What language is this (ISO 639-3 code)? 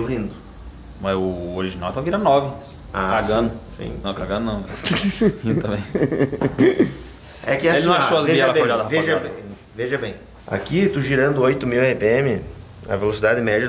por